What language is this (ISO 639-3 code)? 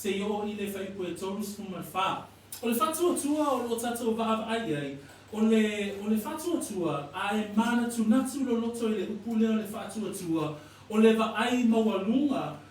smo